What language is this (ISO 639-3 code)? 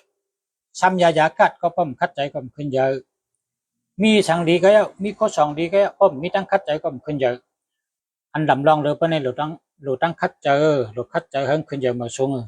shn